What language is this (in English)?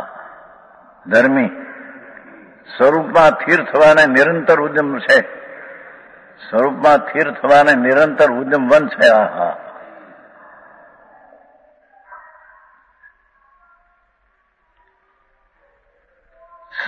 Gujarati